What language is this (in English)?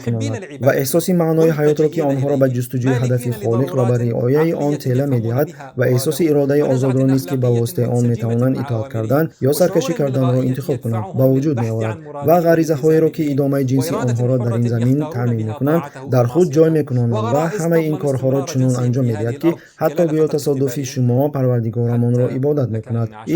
Tajik